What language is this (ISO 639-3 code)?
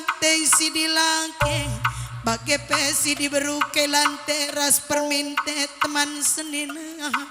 btx